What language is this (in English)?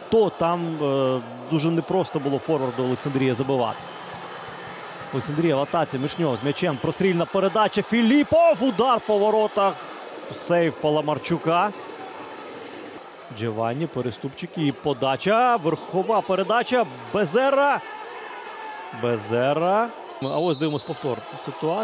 Ukrainian